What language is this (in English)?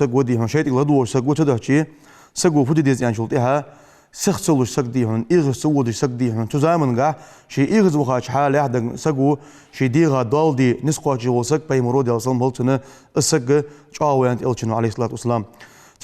Ingush